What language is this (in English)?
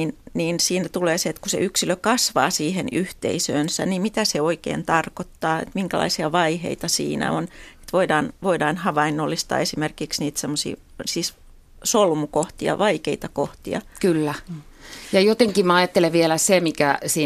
Finnish